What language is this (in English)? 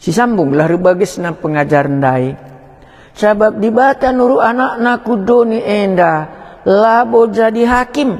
Batak Karo